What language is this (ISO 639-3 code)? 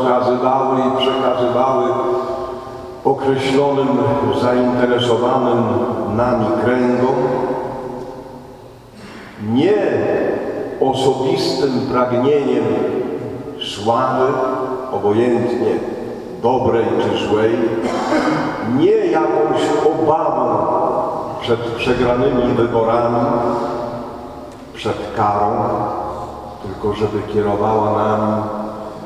pol